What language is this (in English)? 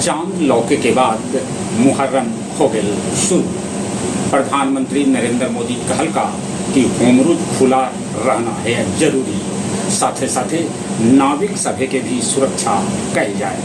Magahi